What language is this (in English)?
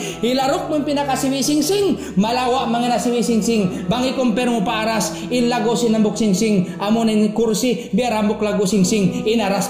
Tausug